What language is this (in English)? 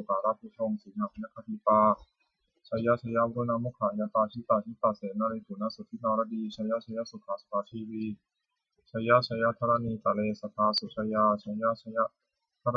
Pali